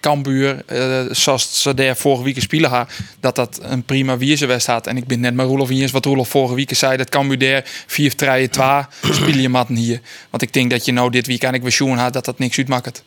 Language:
Western Frisian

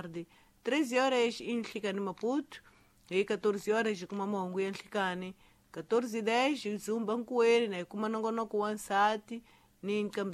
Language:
Tsonga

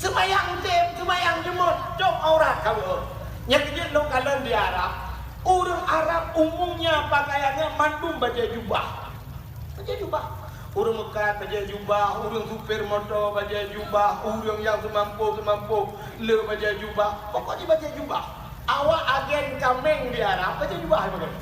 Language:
Achinese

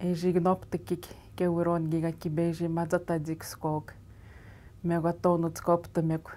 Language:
Atikamekw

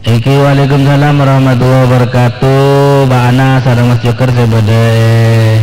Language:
Madurese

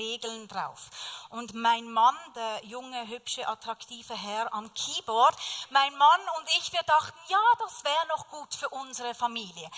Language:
Swiss German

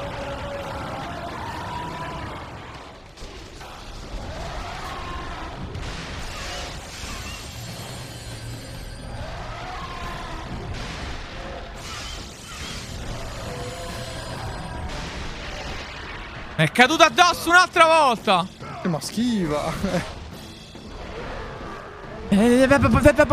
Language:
Italian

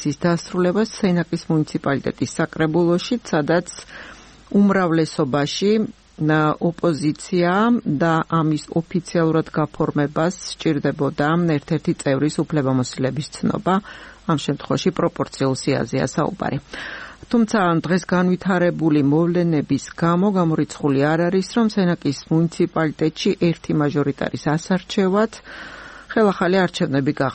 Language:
Georgian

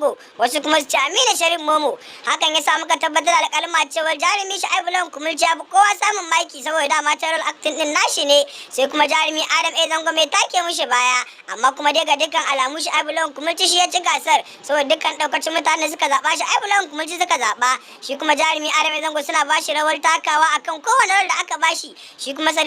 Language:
Hausa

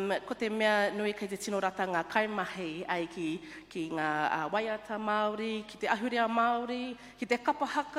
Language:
Māori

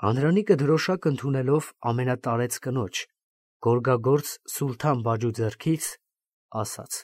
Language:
Armenian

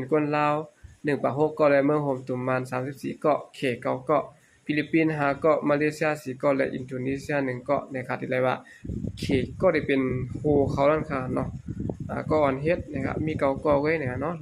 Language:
Shan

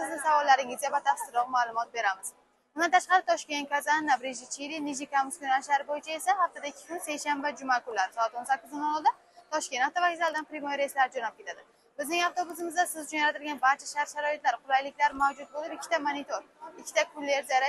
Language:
Uzbek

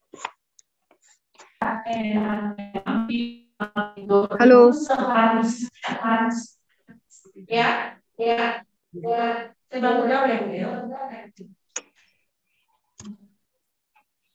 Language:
Indonesian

